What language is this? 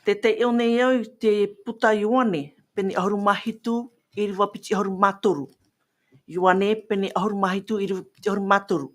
Tahitian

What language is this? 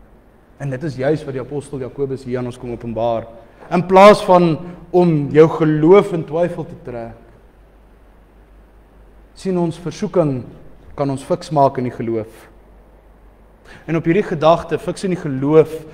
Afrikaans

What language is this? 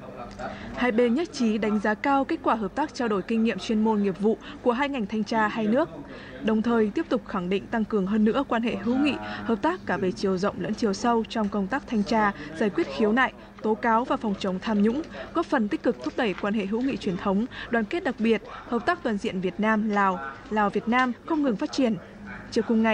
Vietnamese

